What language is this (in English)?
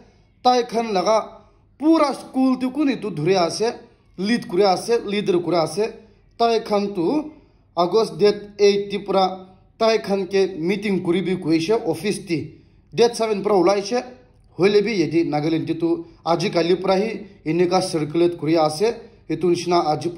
Naga Pidgin